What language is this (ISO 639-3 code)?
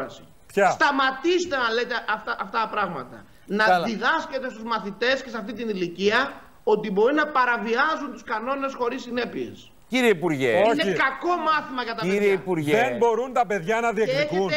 ell